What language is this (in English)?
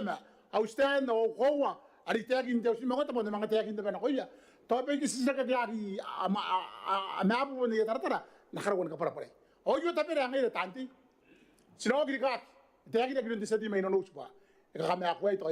Gilbertese